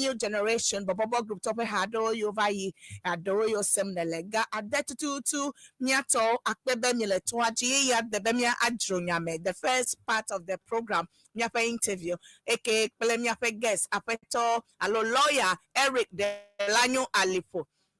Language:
Ewe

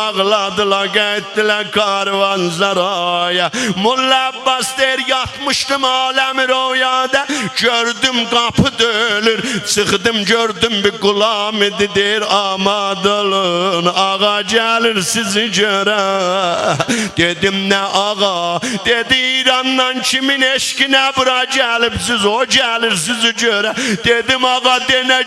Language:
South Azerbaijani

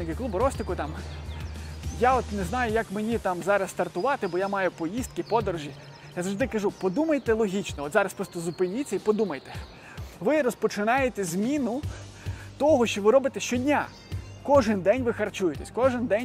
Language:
Ukrainian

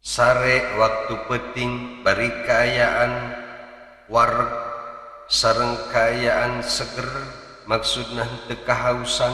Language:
Sundanese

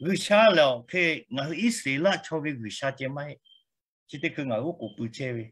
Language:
Lahu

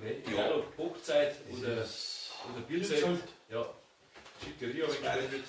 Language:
Bavarian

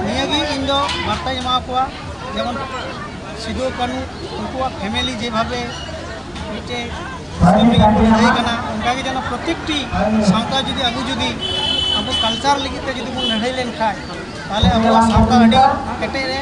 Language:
Santali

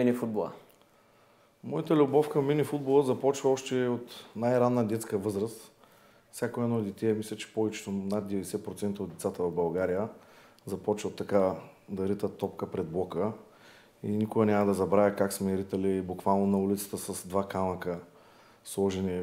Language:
Bulgarian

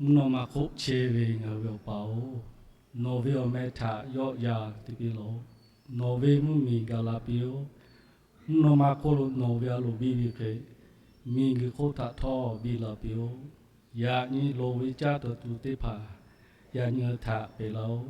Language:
Lahu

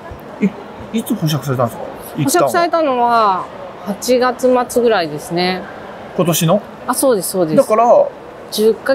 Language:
Japanese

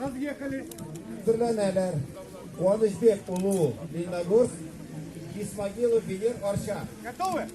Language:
Tatar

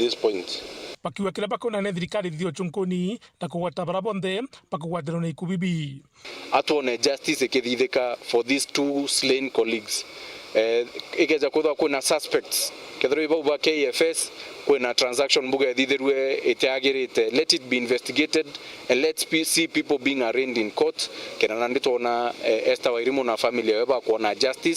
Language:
Meru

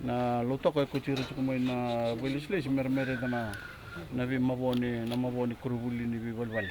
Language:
Fijian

